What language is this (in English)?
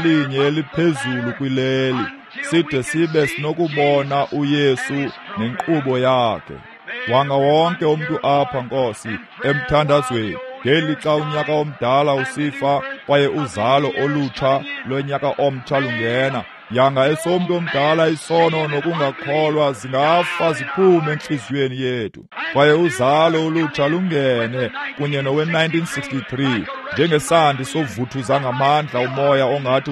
Xhosa